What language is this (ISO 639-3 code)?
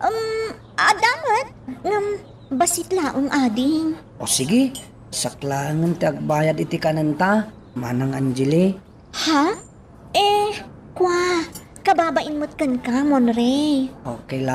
ilo